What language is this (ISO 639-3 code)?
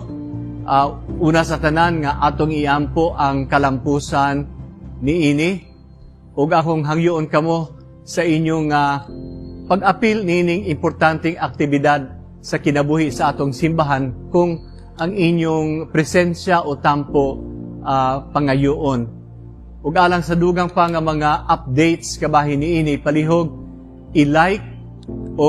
ceb